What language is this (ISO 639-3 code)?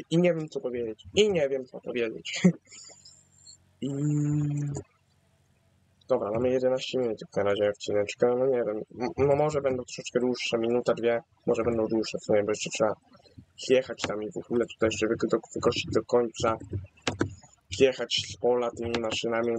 pol